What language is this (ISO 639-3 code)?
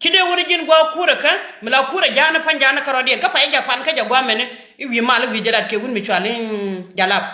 nus